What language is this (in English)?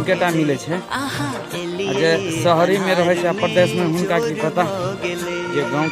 Maithili